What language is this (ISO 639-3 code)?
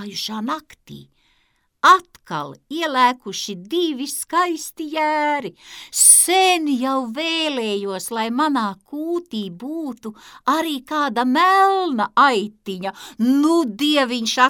lav